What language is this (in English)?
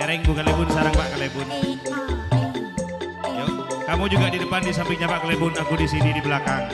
Madurese